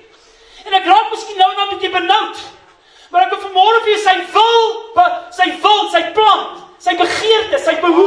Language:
Afrikaans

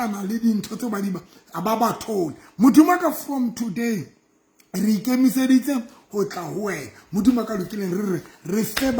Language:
Southern Sotho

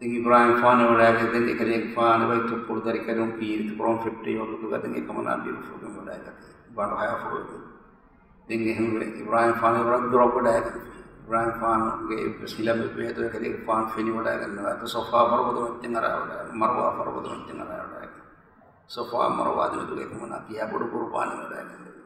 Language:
Divehi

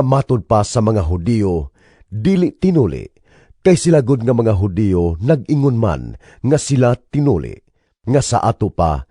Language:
Cebuano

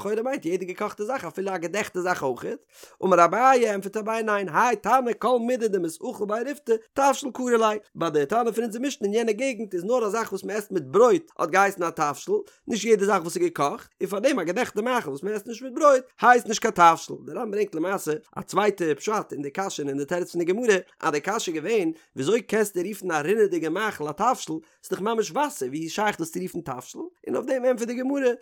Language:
Yiddish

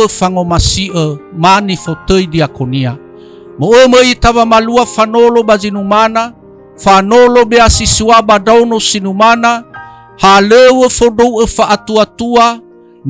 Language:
Nias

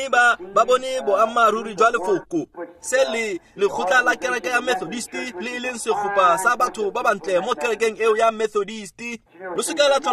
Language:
Tswana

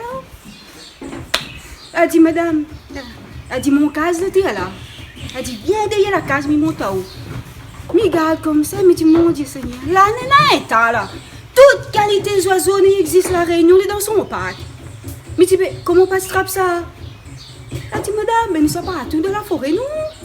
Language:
Réunion Creole French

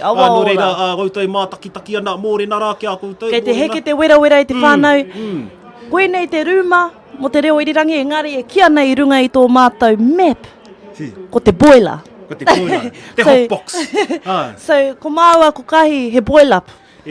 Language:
Māori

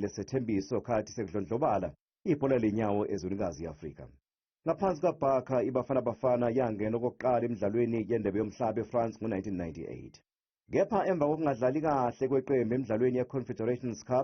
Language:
Zulu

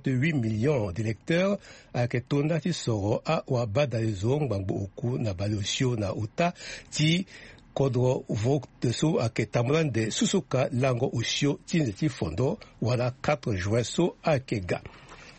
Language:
Sango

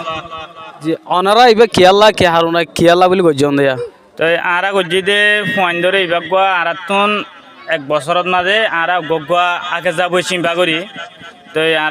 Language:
Rohingya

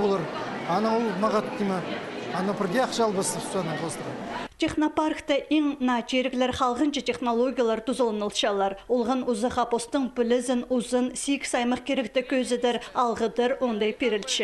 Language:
Khakas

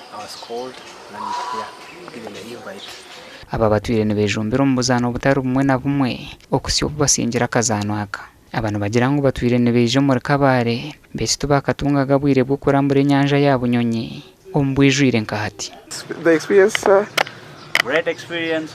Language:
Nyankole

